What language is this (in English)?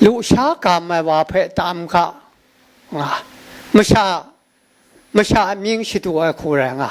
Kachin